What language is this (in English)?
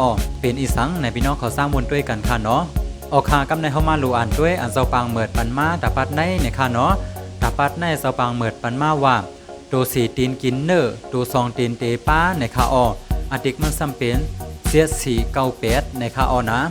Shan